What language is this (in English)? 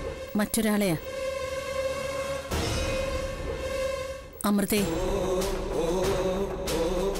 Malayalam